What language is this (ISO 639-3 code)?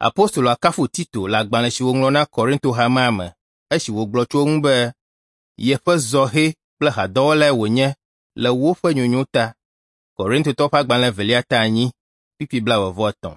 ewe